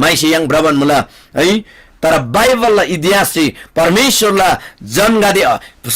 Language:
Eastern Tamang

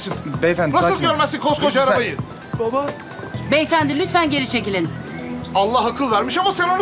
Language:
Turkish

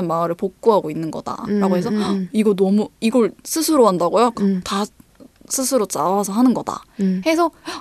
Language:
Korean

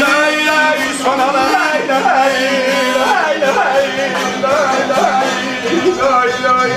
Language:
South Azerbaijani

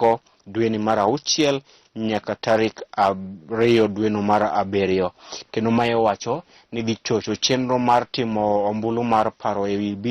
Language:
Luo (Kenya and Tanzania)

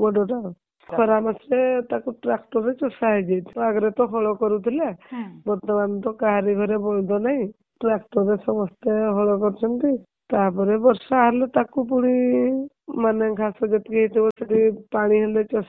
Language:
Odia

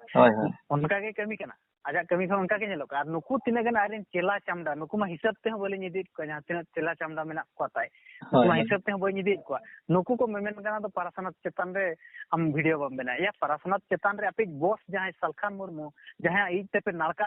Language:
Santali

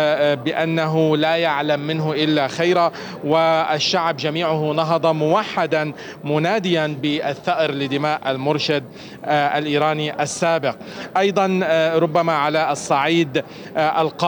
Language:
Arabic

